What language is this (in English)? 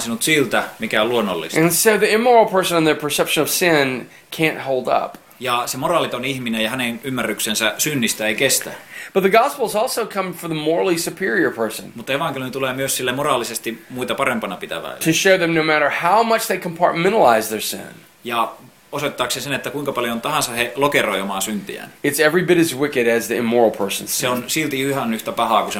Finnish